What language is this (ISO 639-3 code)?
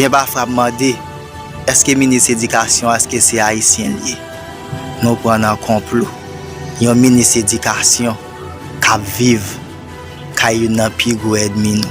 hat